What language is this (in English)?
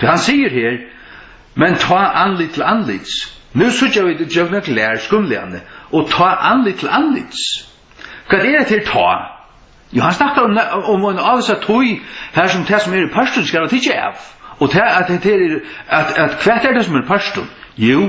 Faroese